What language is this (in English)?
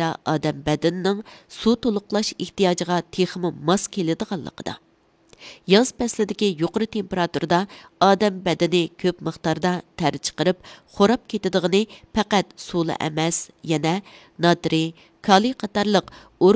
Uyghur